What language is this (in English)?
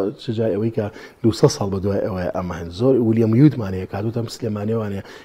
Central Kurdish